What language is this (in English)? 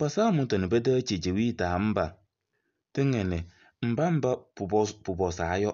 Kabiyè